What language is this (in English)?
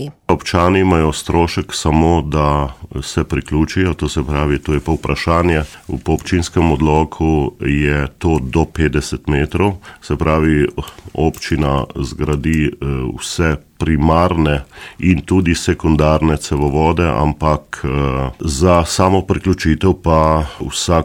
Slovenian